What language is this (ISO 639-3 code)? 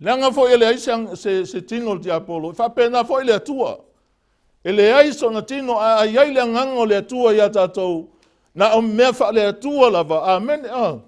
smo